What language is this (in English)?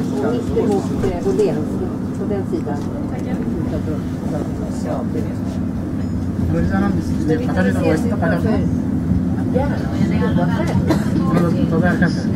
Swedish